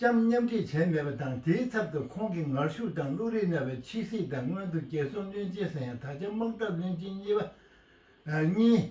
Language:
Tibetan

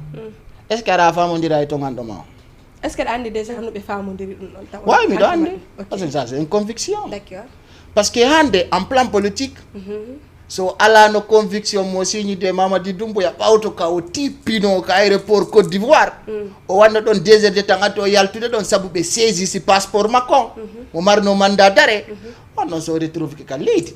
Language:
Fula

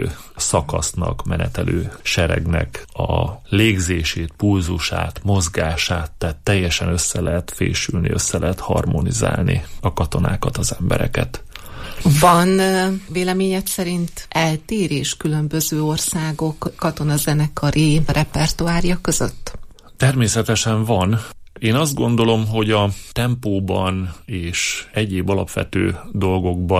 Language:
Hungarian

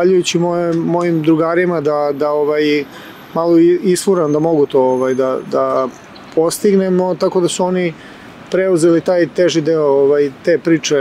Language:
Serbian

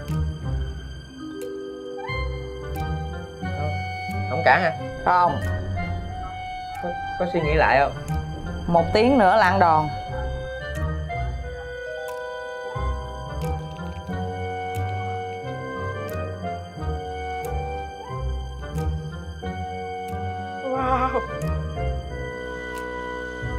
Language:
Vietnamese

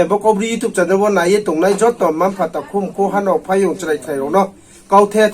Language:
Riang (India)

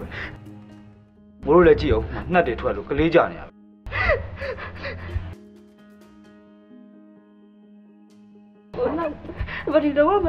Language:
Burmese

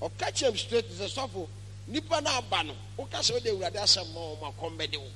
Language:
Akan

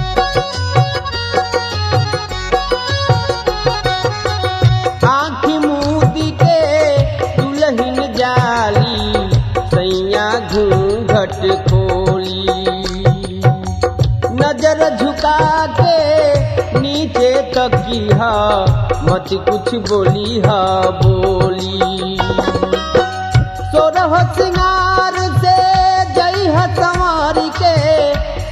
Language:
Bhojpuri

